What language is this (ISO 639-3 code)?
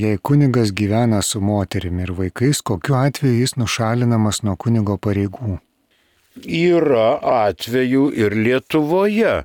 lit